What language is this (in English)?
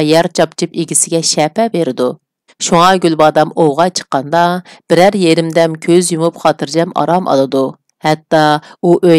Uyghur